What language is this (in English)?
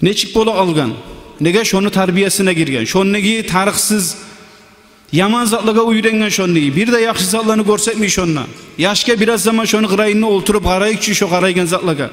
Kumyk